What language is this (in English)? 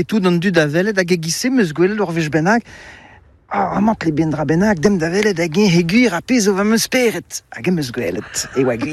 Breton